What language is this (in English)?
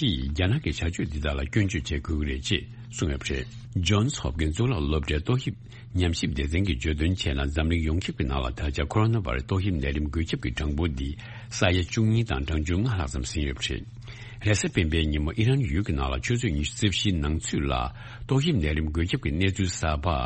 Tibetan